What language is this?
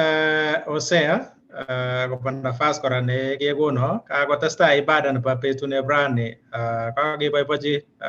Kalenjin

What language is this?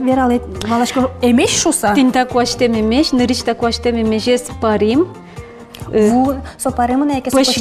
Udmurt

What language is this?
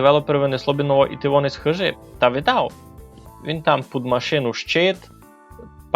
Rusyn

